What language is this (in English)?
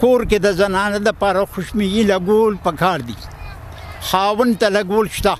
Pashto